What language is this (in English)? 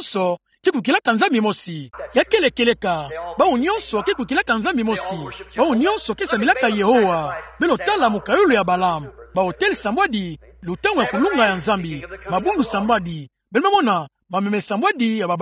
Kituba (Democratic Republic of Congo)